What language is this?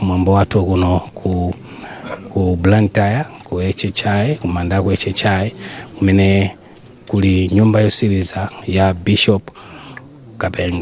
Nyanja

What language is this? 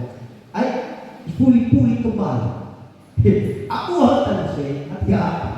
Nias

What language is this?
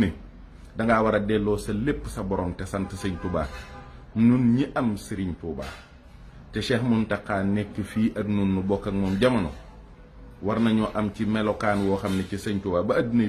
Wolof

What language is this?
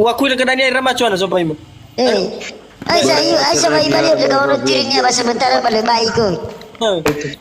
Nias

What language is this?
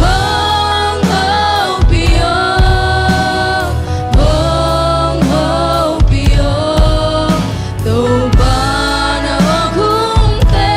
Tedim Chin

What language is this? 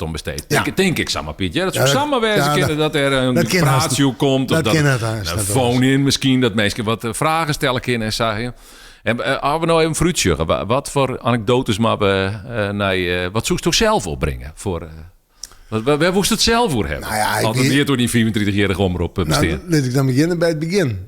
Western Frisian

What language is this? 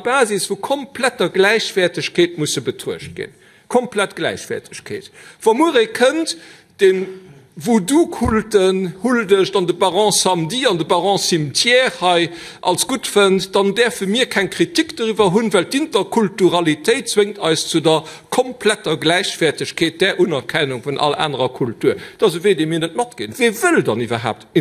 Luxembourgish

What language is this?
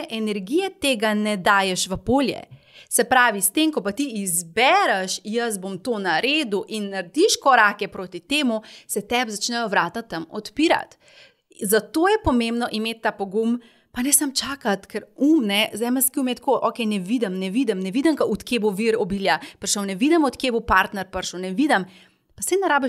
Slovenian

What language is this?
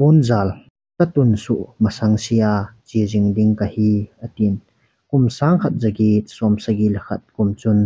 Thado Chin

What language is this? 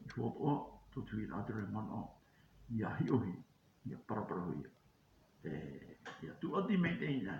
Tahitian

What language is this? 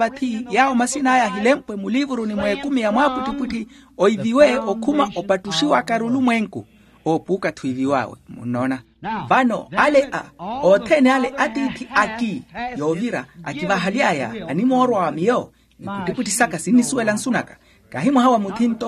Makhuwa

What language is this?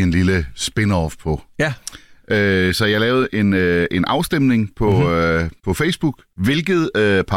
Danish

